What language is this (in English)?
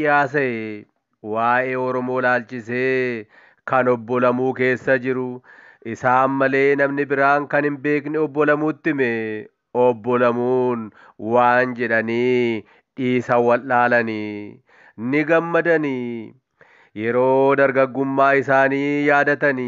Oromo